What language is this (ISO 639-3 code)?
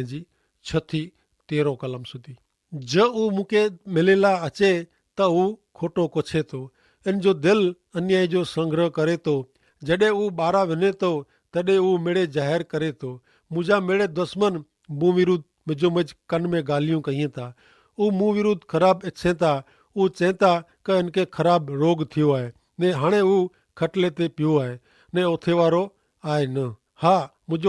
kfr